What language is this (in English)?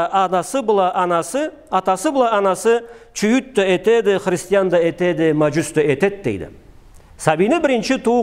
Karachay-Balkar